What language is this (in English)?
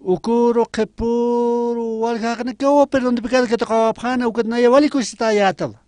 Aymara